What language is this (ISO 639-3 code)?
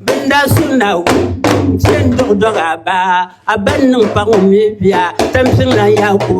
dag